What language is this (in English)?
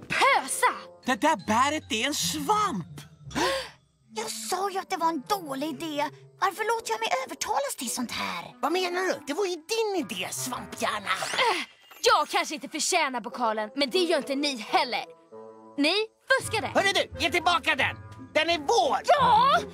Swedish